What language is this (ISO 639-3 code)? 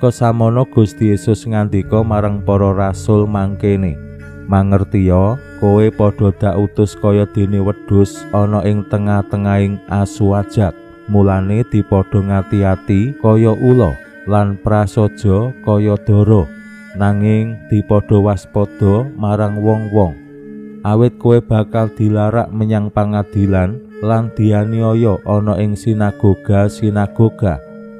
jav